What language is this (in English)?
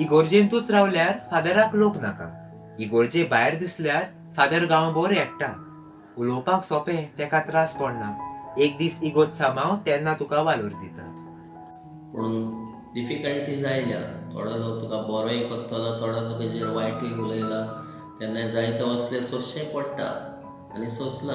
Konkani